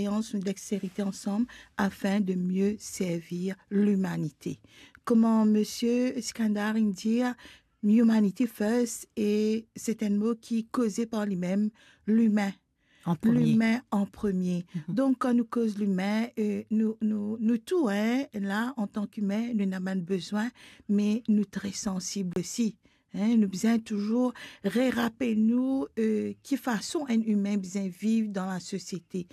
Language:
Morisyen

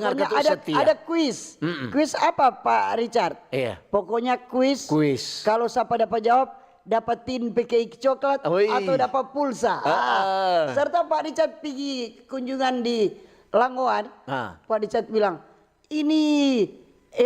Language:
Manado Malay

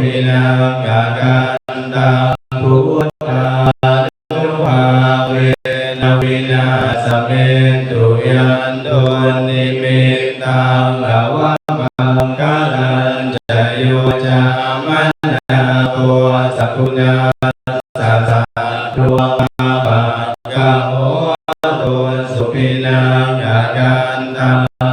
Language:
Pali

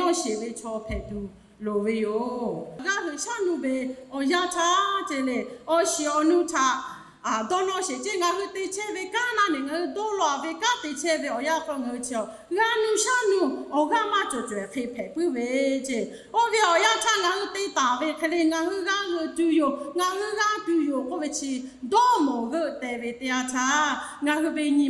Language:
Lahu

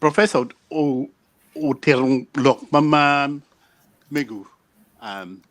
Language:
Acoli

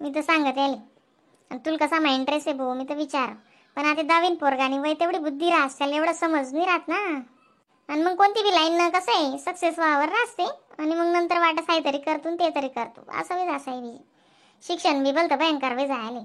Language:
Khandesi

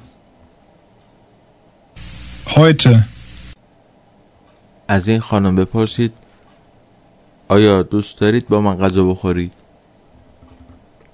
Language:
Persian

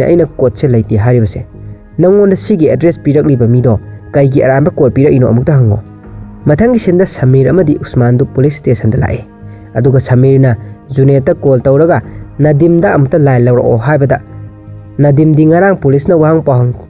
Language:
Manipuri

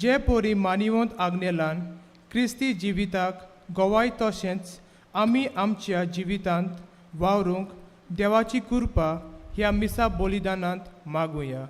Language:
Konkani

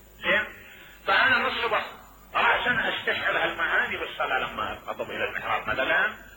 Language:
Mesopotamian Arabic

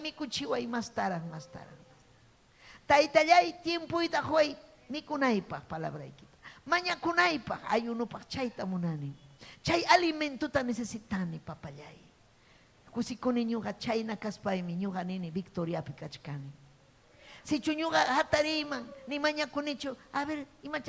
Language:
Ayacucho Quechua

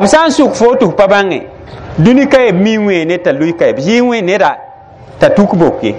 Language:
Mossi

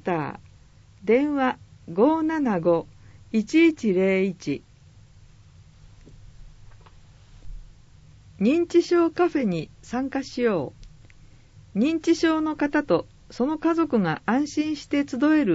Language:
Japanese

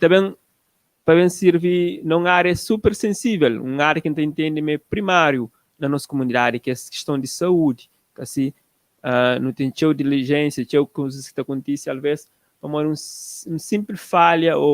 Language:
Kabuverdianu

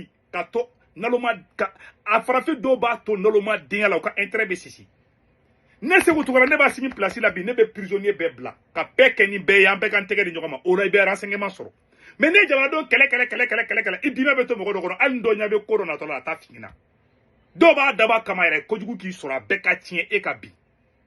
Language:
Bambara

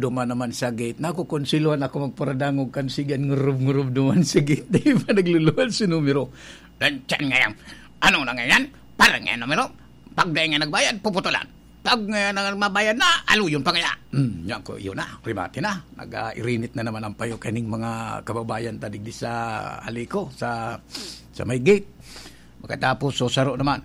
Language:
Bikol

